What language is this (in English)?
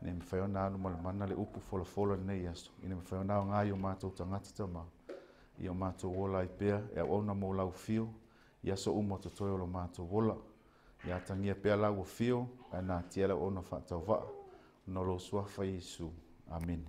Samoan